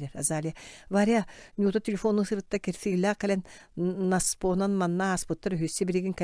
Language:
Yakut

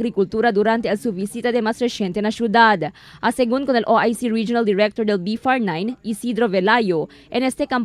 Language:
Chavacano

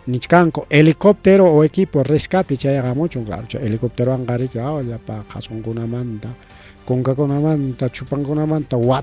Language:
Ayacucho Quechua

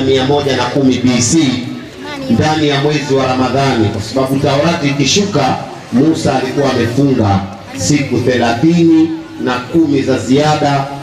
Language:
Swahili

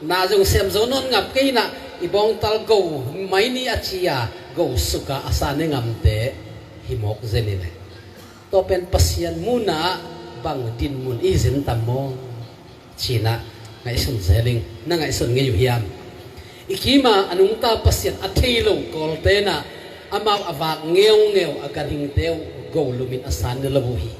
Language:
Tedim Chin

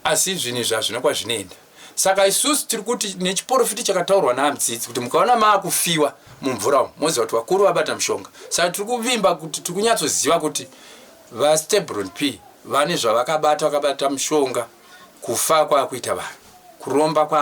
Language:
Shona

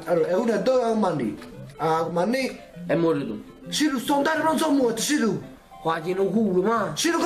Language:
Neapolitan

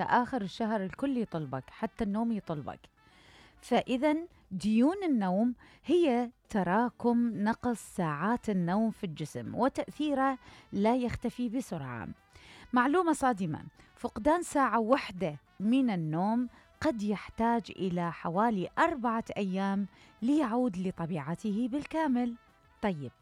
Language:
Mesopotamian Arabic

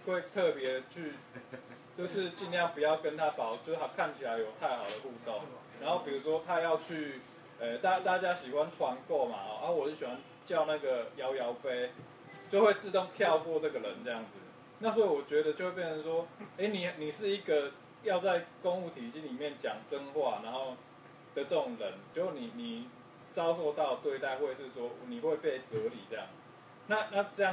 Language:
Chinese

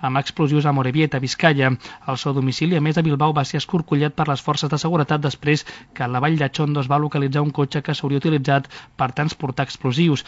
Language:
Catalan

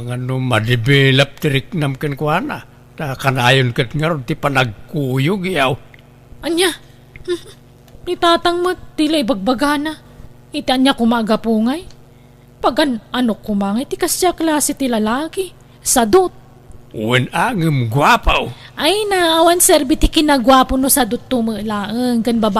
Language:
Iloko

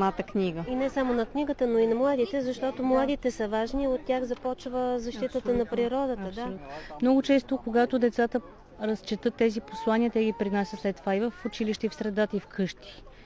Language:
Bulgarian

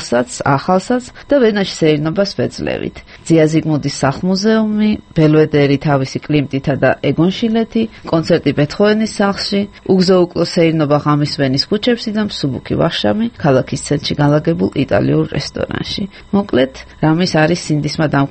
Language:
Georgian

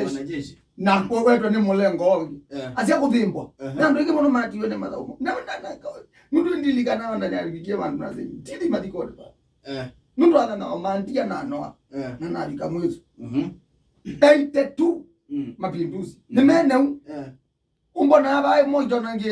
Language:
Kamba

